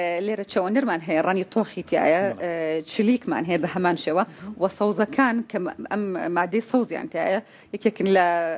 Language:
Central Kurdish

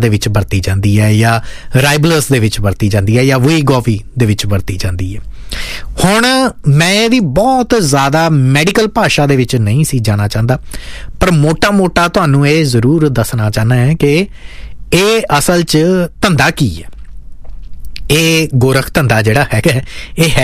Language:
Punjabi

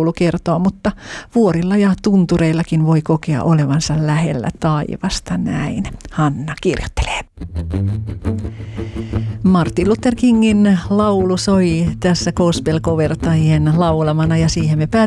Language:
Finnish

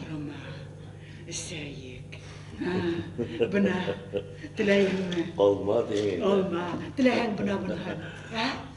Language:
Bashkir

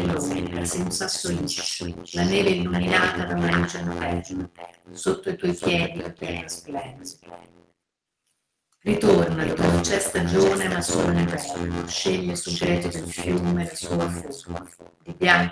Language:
Italian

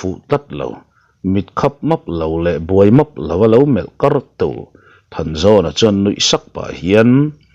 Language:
Mizo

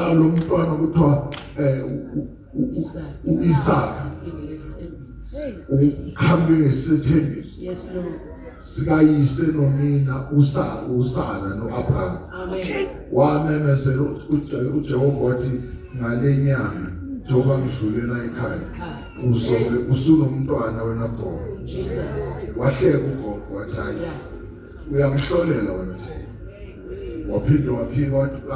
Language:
Zulu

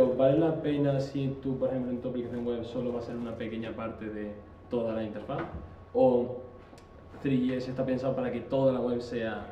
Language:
Spanish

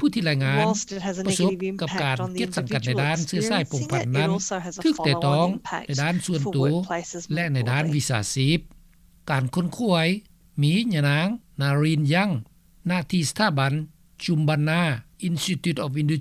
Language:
Lao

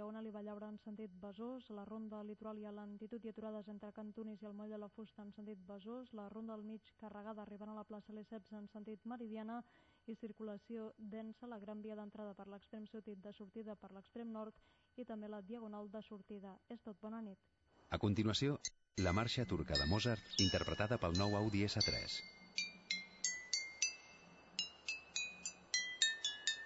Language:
Catalan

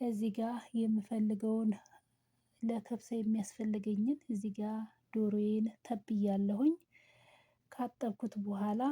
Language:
Amharic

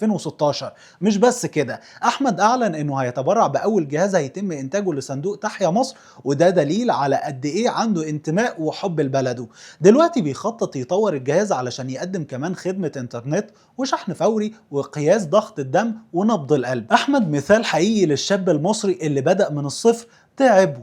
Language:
Egyptian Arabic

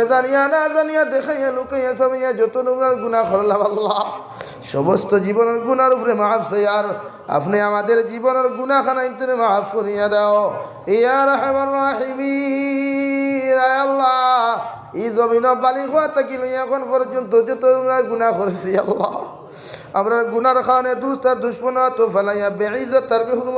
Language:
Sylheti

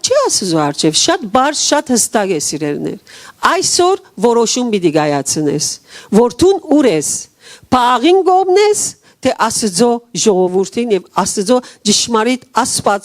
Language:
Western Armenian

